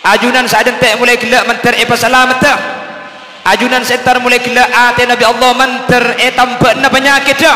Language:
Madurese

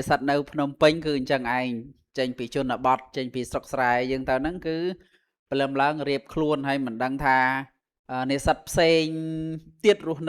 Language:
Khmer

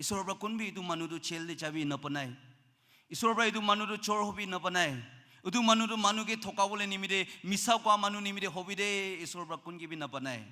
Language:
Naga Pidgin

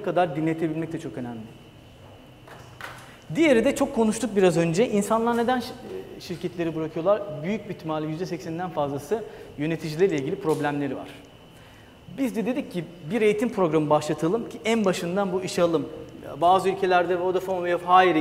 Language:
Turkish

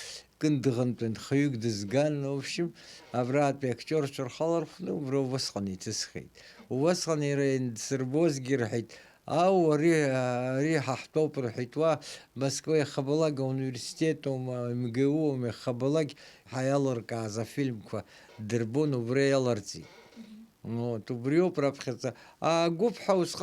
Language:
Abkhazian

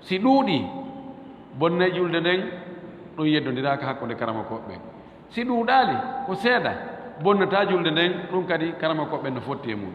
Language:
Fula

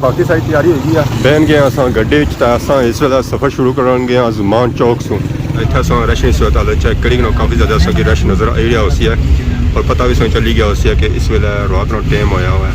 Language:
Pahari-Potwari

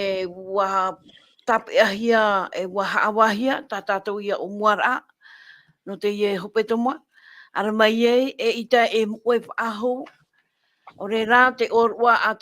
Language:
Tahitian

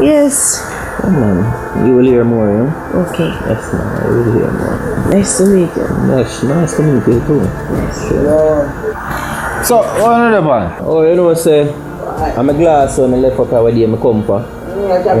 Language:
Jamaican Creole English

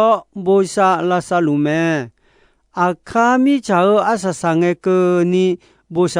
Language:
Akha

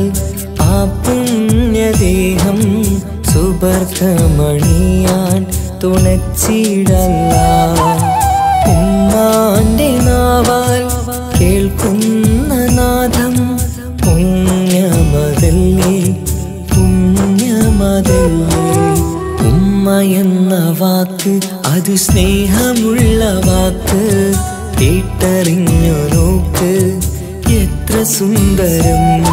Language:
Malayalam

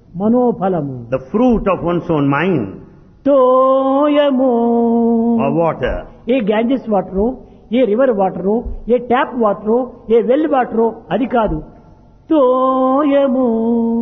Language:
Telugu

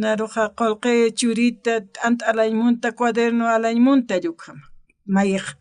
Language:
Aymara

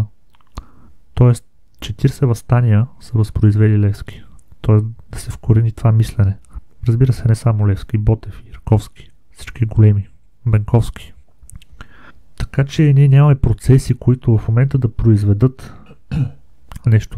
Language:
Bulgarian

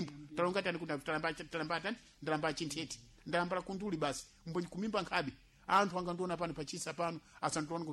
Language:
Sena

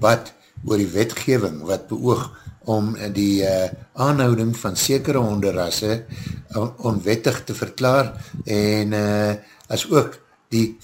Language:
Afrikaans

